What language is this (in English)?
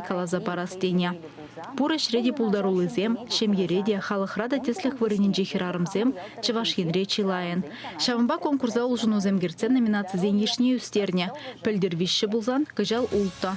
Chuvash